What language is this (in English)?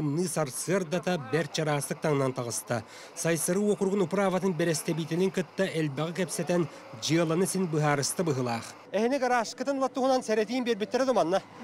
Yakut